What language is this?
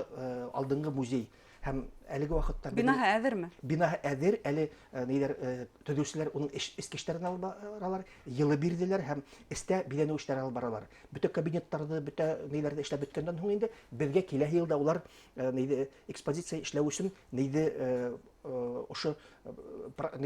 Bashkir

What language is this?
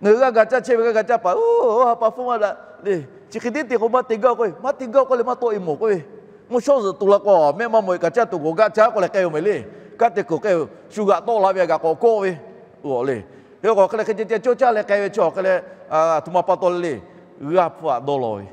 Lahu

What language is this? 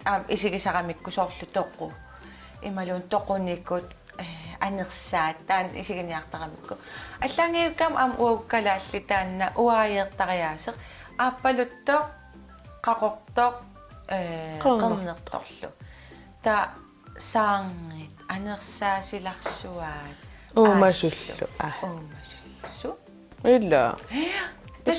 Kalaallisut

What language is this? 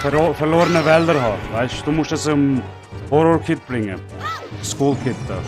Swiss German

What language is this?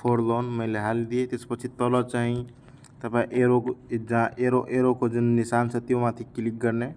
Nepali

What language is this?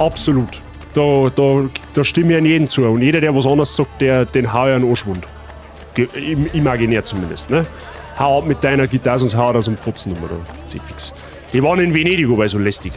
Bavarian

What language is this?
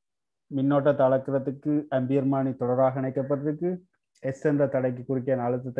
Tamil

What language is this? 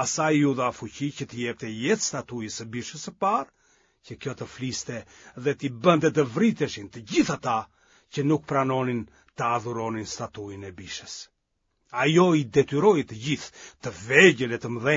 Albanian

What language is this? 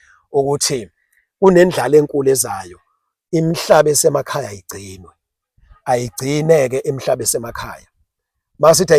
Zulu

